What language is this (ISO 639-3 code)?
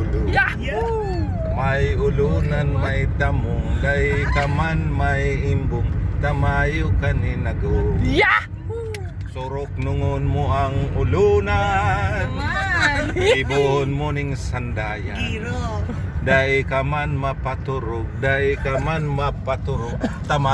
bik